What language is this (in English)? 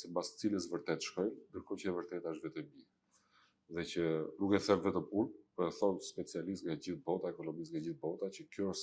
Albanian